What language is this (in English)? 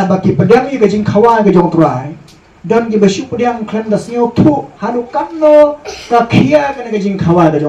Khasi